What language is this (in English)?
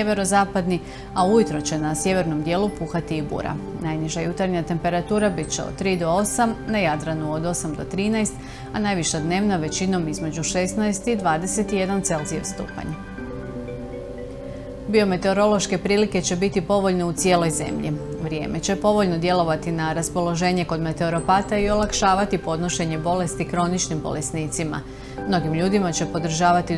Croatian